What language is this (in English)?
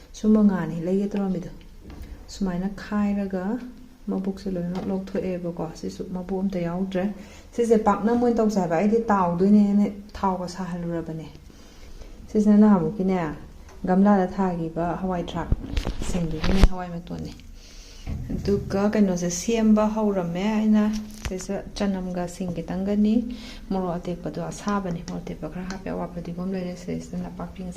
Manipuri